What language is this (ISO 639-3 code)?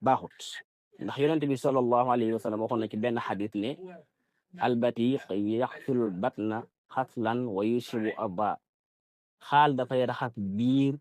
wol